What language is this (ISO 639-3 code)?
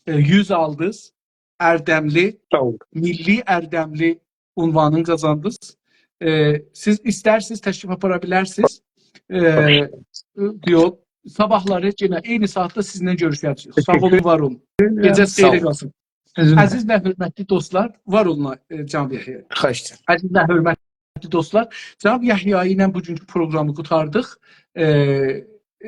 azb